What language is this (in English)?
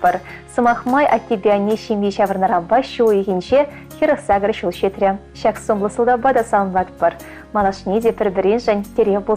Chuvash